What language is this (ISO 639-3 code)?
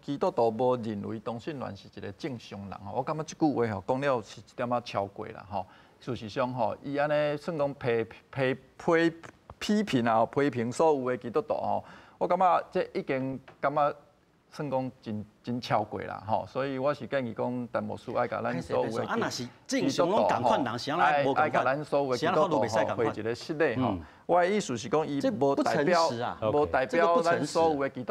nan